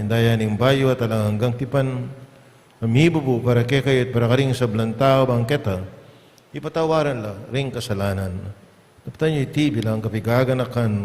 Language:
Pampanga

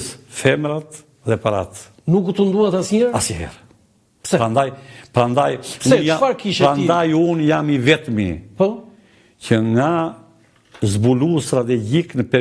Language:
Albanian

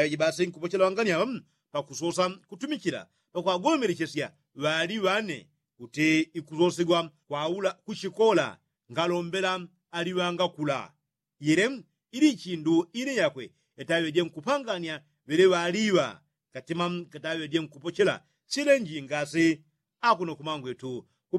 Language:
Yao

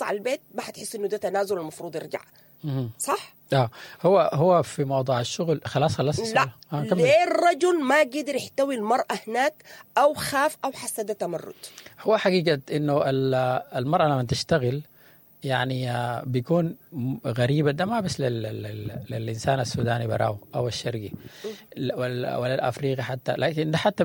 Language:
Sudanese Arabic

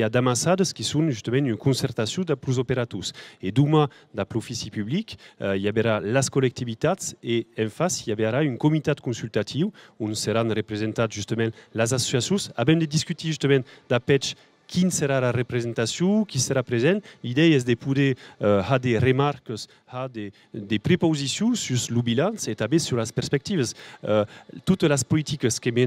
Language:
Occitan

